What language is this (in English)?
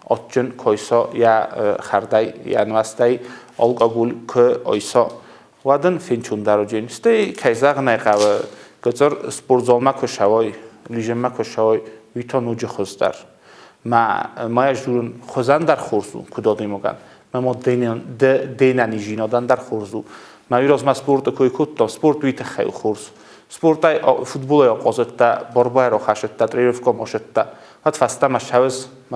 Ossetic